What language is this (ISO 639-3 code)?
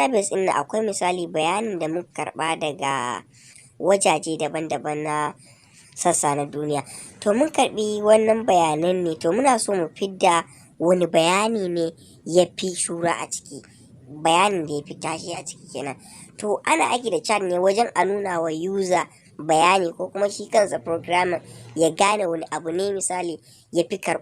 hau